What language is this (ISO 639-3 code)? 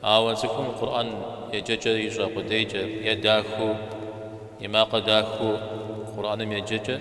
kbd